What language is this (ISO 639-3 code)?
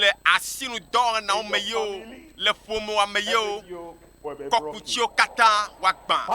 ewe